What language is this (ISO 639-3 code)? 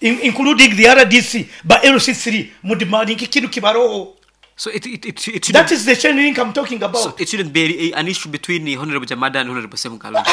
nyn